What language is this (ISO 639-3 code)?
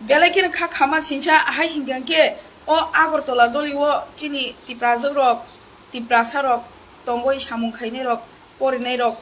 trp